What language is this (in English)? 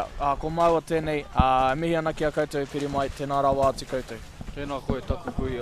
Māori